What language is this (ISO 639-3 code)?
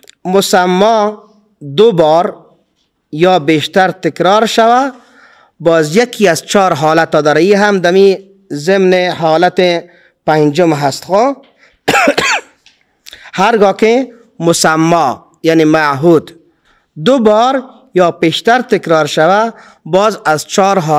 fas